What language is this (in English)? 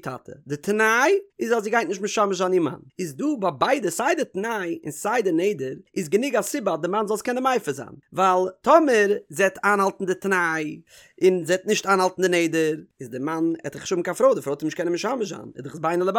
Yiddish